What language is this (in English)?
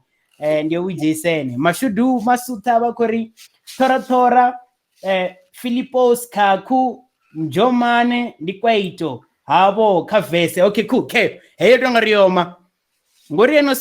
Venda